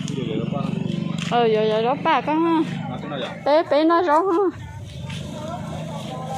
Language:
Vietnamese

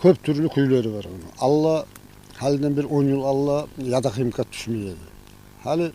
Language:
Kumyk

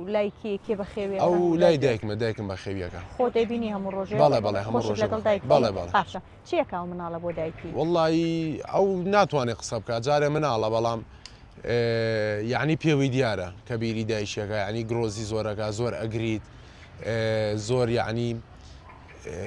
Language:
Central Kurdish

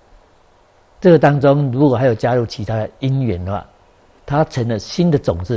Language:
Chinese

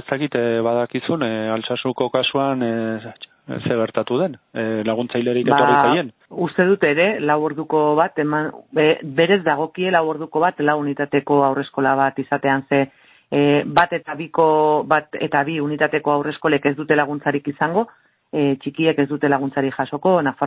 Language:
Basque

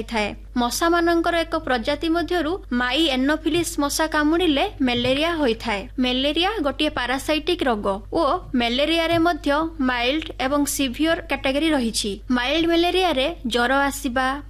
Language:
Odia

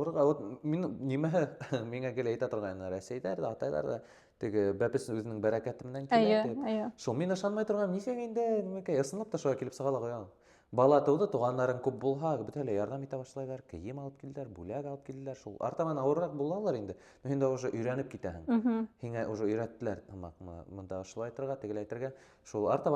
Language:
Bashkir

